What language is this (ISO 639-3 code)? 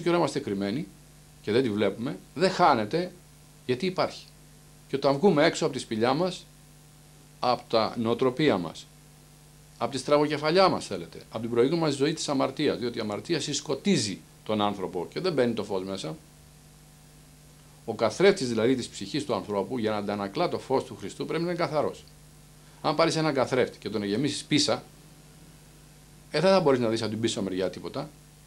ell